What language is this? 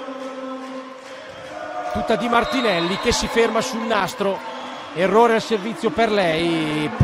Italian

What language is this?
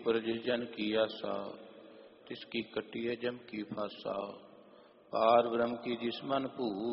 Punjabi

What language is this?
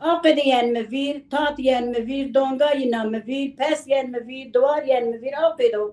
Zaza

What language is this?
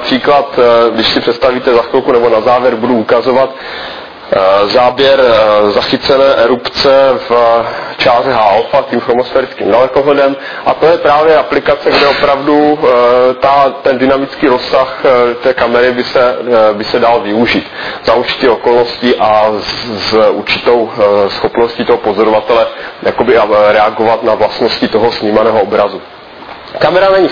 Czech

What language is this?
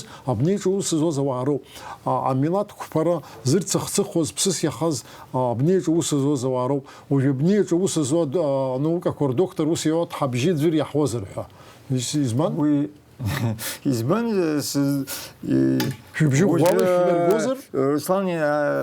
Abkhazian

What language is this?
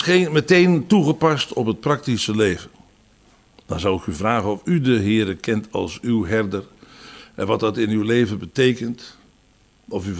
Dutch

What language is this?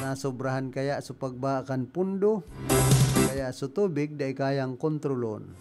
Bikol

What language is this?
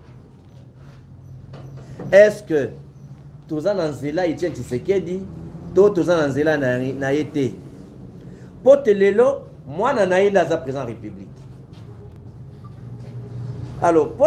Lingala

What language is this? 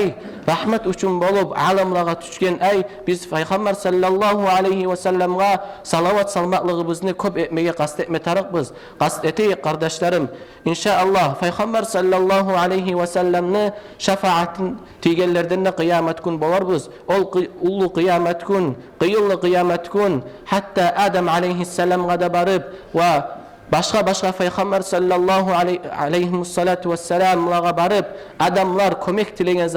Kumyk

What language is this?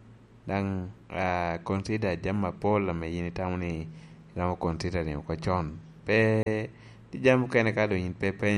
Lango (Uganda)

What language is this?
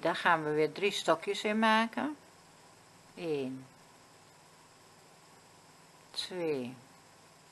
Dutch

